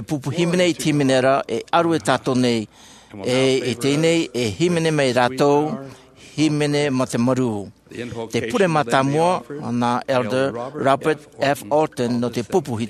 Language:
Tahitian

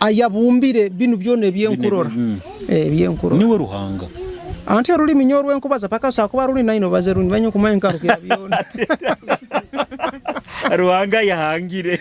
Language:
Nyoro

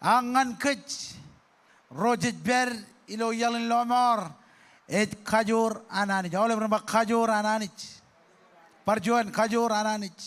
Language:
Marshallese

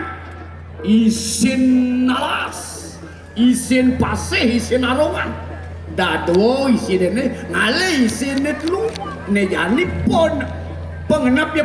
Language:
Balinese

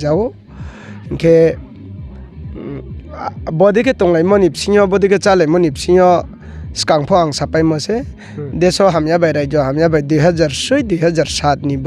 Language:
Riang (India)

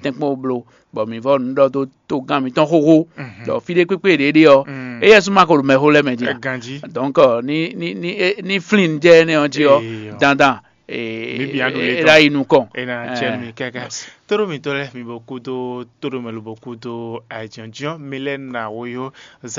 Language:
Fon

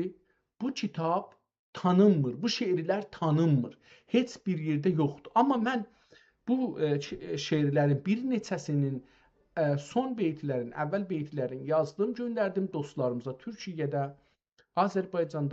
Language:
South Azerbaijani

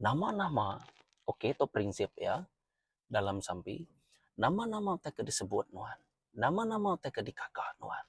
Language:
Iban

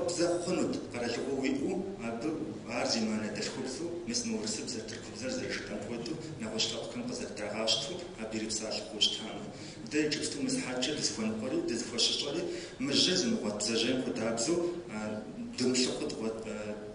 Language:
Kabardian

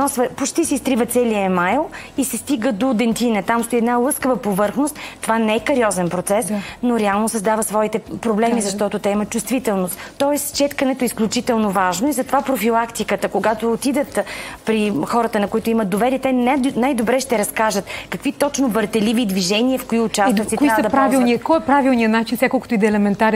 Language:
Bulgarian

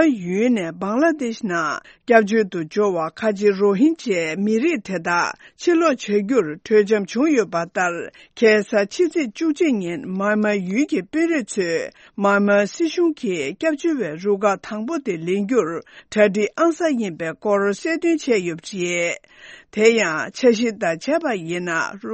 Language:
Tibetan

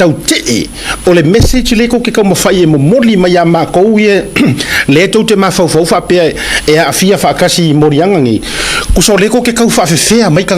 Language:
Samoan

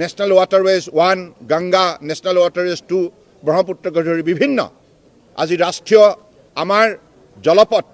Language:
Assamese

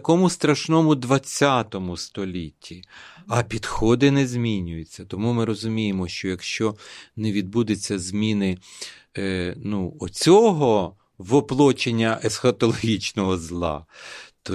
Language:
Ukrainian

